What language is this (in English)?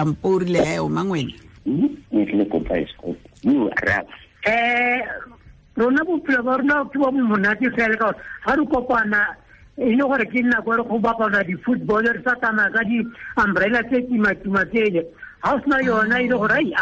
Tswana